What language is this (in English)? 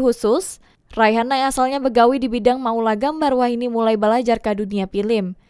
Banjar